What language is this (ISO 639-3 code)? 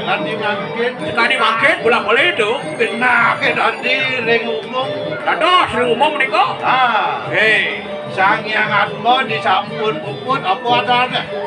ban